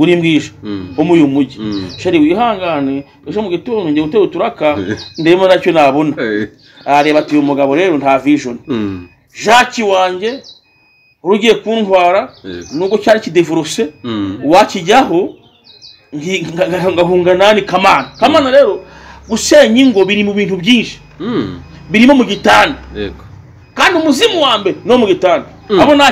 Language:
Kinyarwanda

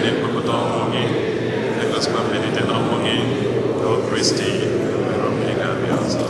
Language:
Igbo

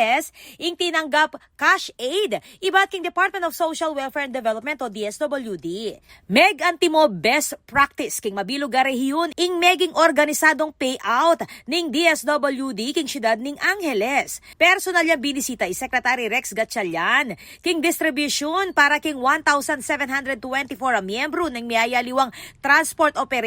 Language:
Pampanga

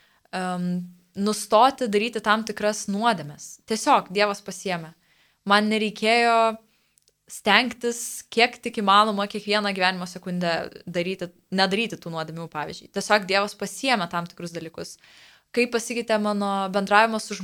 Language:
Lithuanian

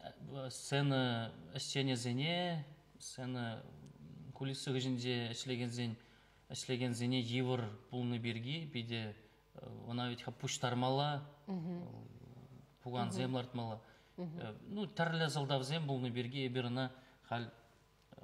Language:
Chuvash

